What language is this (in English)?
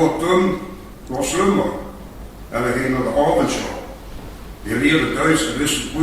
Limburgish